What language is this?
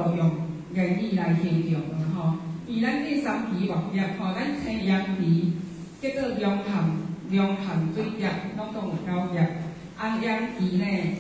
Min Nan Chinese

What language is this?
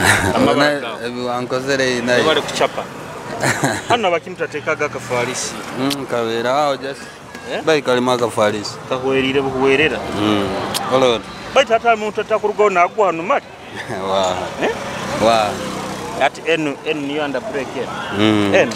Nyoro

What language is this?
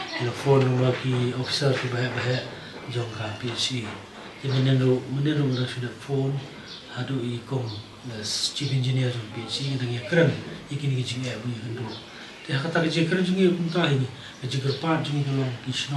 Khasi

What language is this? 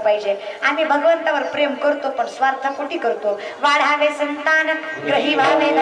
Marathi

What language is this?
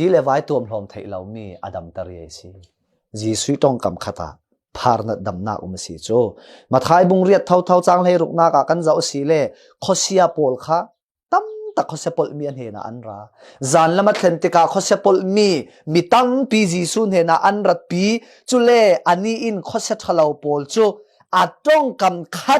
Falam Chin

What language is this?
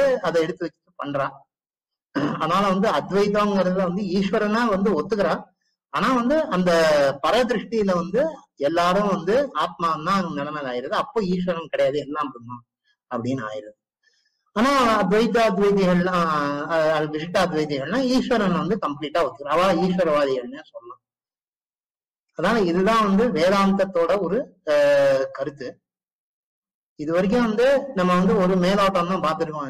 Tamil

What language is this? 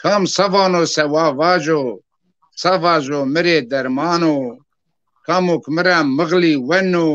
Zaza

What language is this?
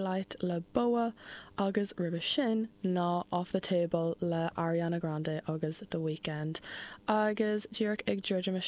Irish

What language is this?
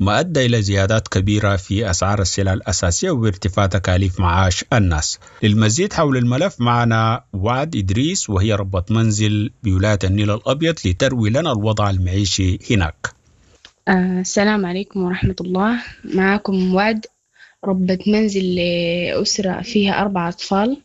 Sudanese Arabic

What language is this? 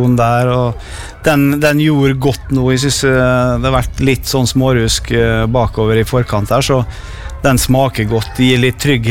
Norwegian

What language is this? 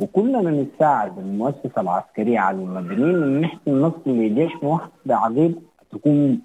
Sudanese Arabic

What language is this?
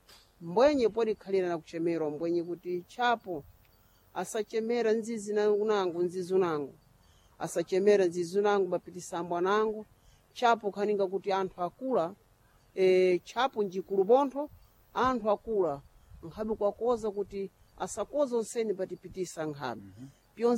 Sena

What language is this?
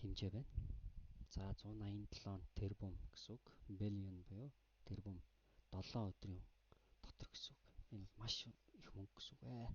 Mongolian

